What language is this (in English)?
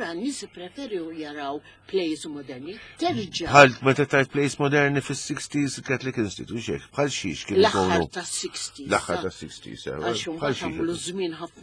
Maltese